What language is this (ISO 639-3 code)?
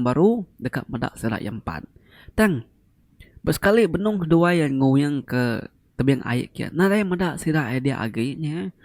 iba